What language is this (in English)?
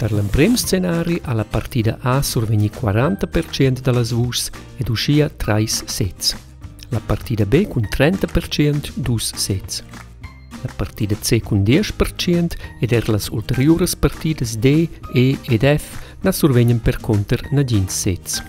Romansh